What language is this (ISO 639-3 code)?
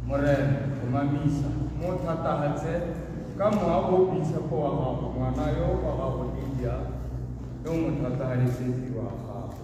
tsn